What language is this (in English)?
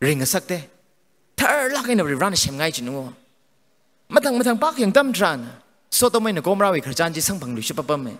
Tangkhul Naga (India)